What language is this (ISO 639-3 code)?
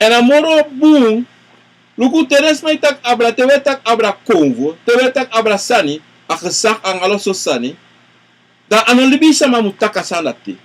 srn